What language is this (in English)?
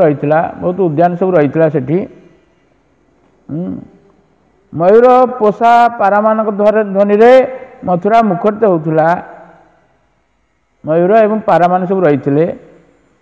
Odia